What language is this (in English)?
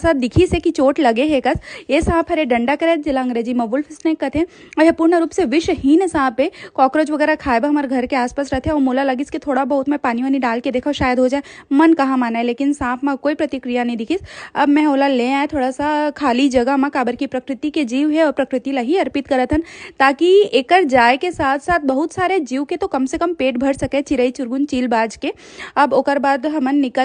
Chhattisgarhi